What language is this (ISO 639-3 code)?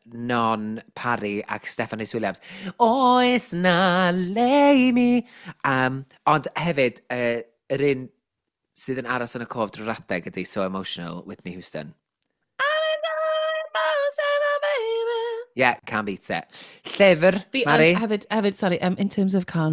cym